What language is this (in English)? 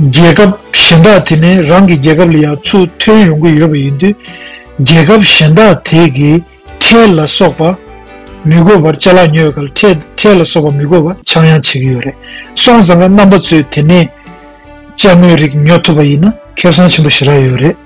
Tibetan